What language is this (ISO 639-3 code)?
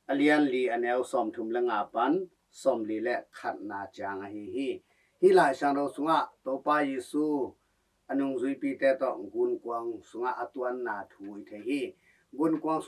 ctd